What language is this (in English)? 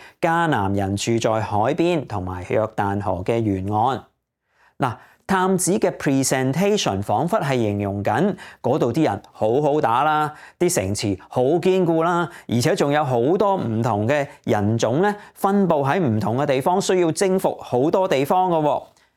Cantonese